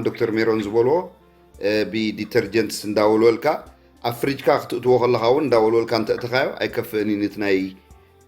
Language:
Tigrinya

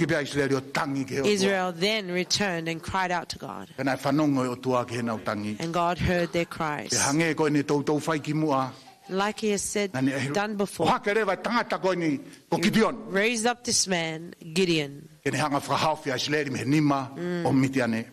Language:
Tongan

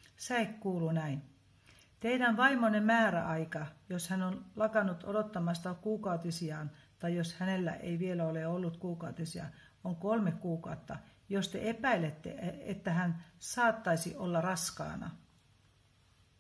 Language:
Finnish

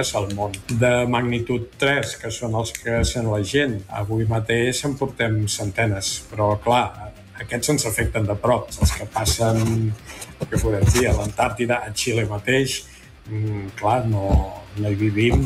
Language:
Catalan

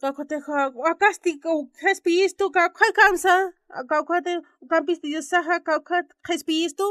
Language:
Aymara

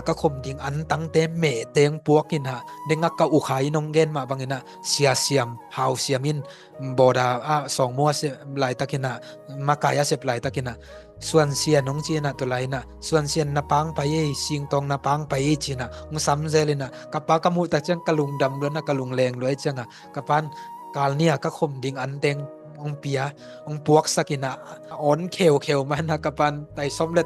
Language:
Tedim Chin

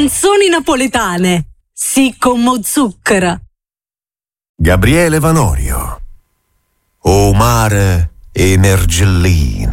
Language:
Italian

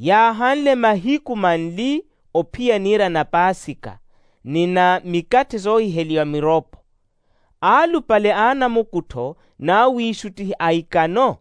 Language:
Makhuwa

